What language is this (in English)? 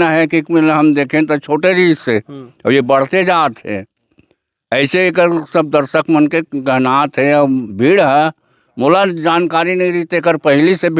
Chhattisgarhi